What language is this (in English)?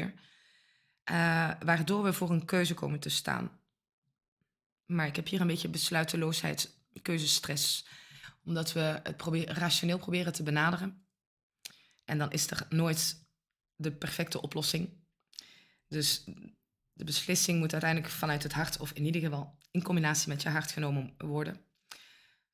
Dutch